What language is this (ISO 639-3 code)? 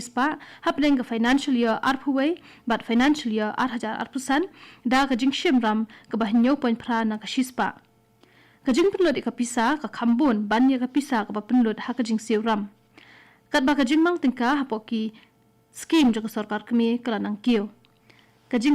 kha